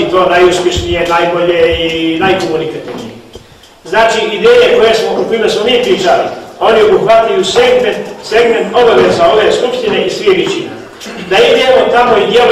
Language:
Bosnian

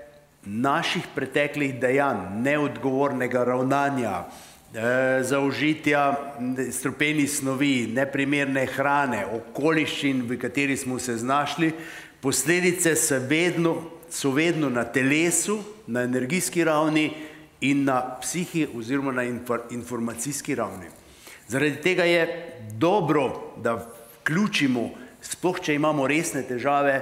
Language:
Slovenian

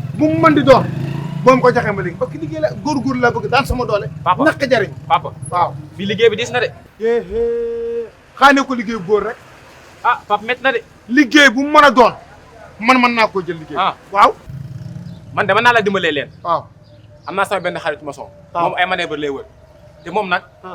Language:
Wolof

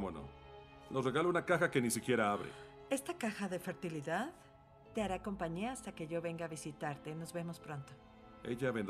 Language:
Spanish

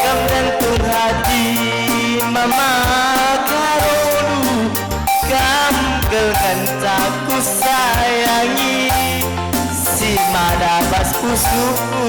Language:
Batak Karo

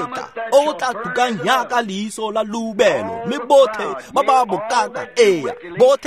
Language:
Tswana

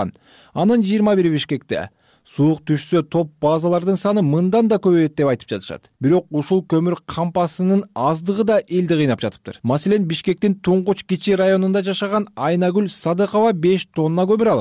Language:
Kyrgyz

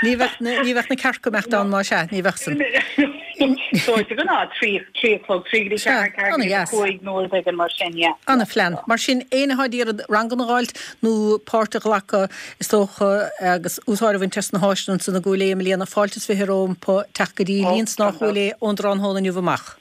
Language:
Irish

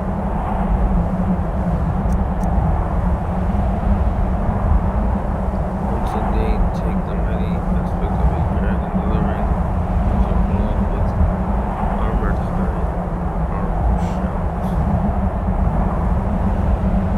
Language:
English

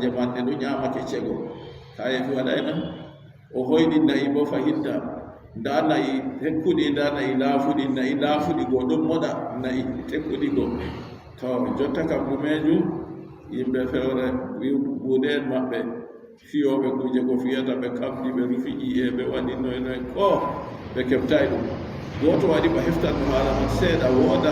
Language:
Adamawa Fulfulde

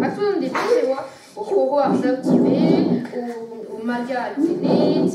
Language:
Breton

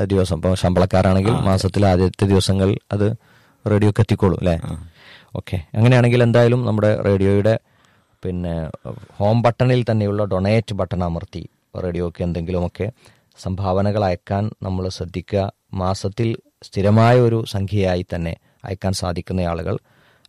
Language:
Malayalam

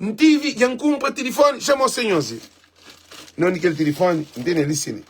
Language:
Kabuverdianu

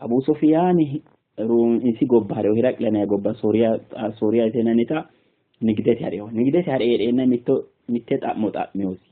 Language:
Sidamo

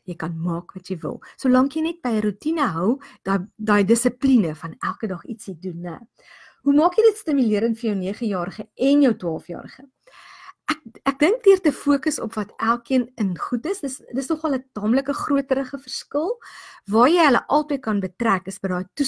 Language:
Afrikaans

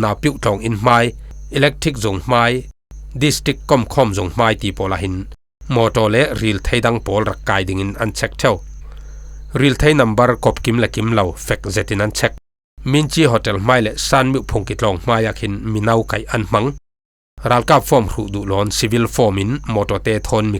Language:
Falam Chin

